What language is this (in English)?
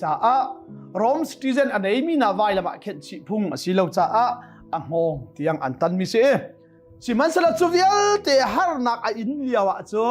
Hakha Chin